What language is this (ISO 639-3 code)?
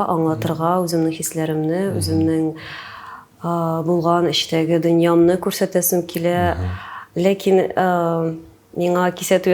tat